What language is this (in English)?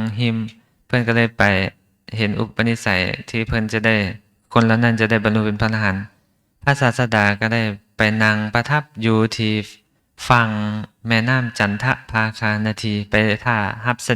Lao